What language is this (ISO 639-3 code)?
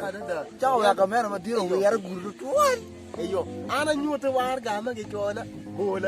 ach